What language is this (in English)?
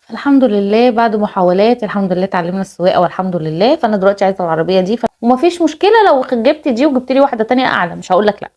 Egyptian Arabic